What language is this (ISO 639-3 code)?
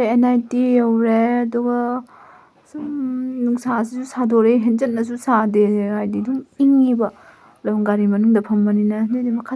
mni